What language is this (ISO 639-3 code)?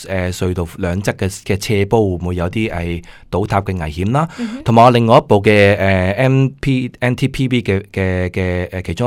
yue